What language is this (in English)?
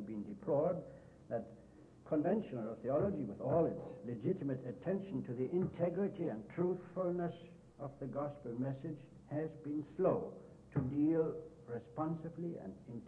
English